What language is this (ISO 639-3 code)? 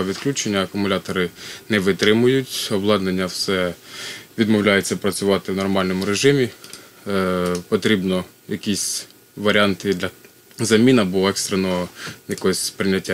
ukr